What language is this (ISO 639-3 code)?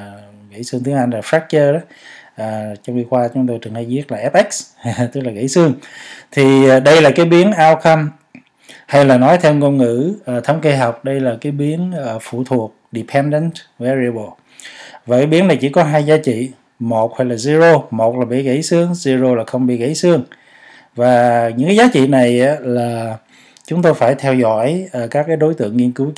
vie